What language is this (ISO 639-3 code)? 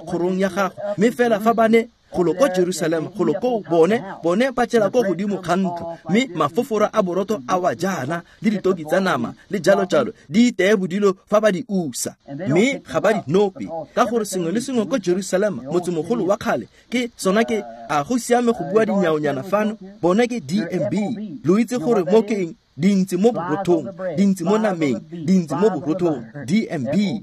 tsn